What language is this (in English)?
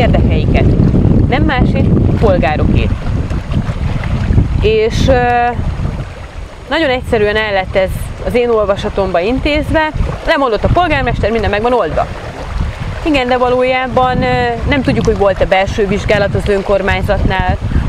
Hungarian